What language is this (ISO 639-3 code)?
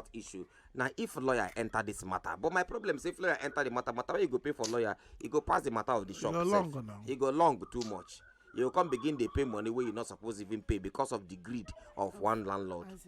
pcm